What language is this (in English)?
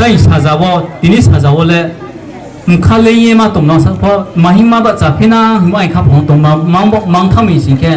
Riang (India)